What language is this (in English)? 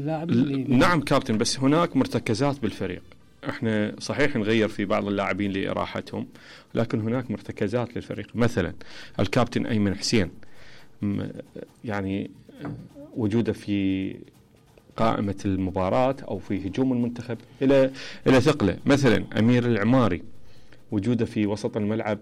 Mesopotamian Arabic